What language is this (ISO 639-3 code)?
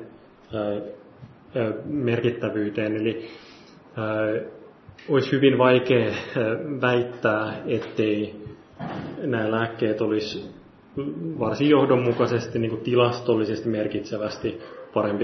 fin